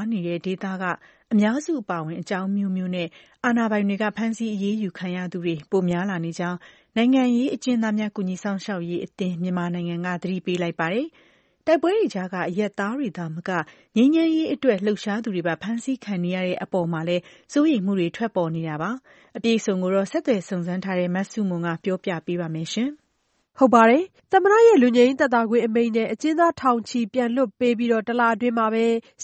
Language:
Burmese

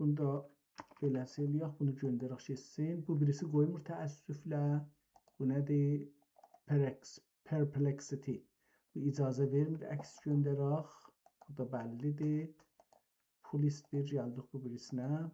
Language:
South Azerbaijani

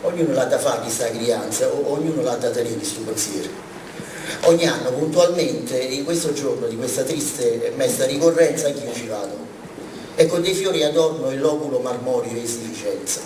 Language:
Neapolitan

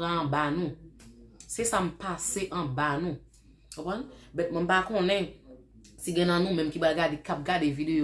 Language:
Haitian Creole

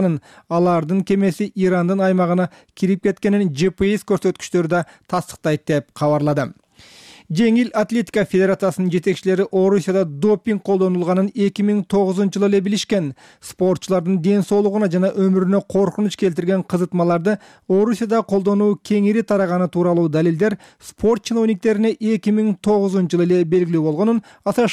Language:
Kyrgyz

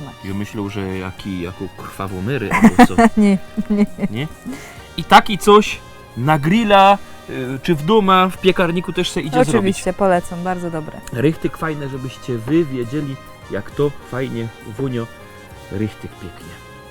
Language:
Silesian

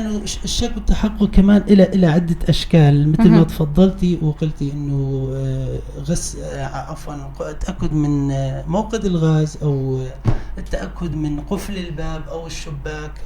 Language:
North Levantine Arabic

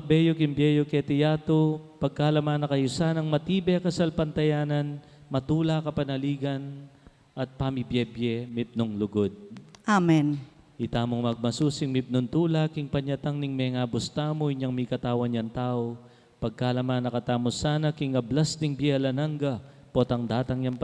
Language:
Pampanga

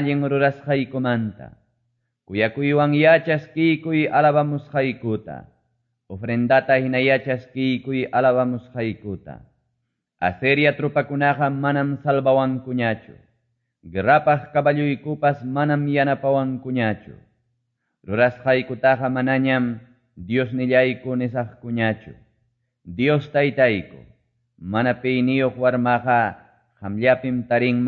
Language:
Quechua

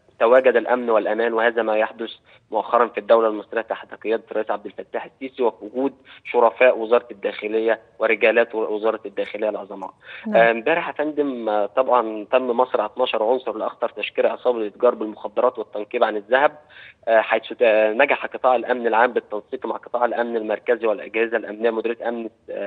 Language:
Egyptian Arabic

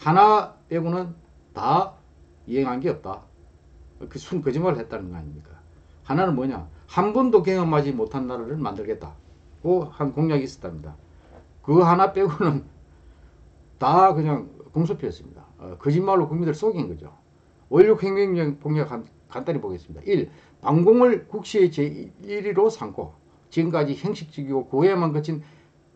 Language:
Korean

